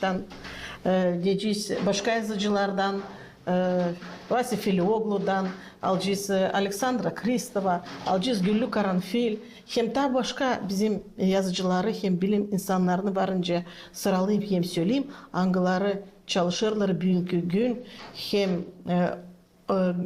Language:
Gagauz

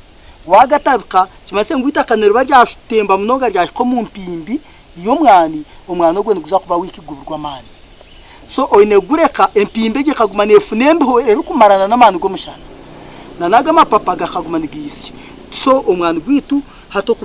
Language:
Nyankole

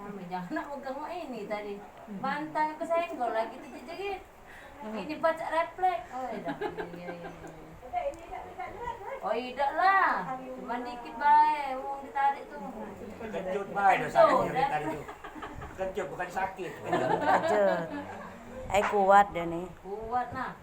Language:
Musi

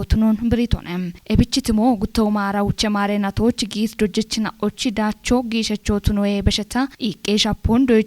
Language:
Kafa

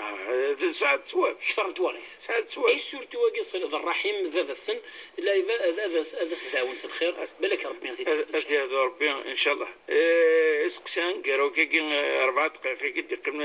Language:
Kabyle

